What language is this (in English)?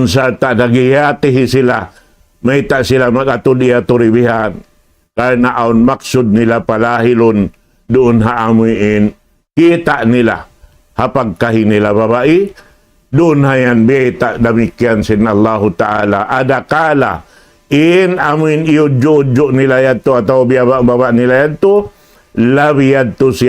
Tausug